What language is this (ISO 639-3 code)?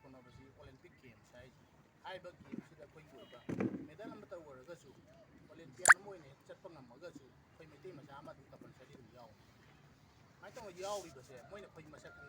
mni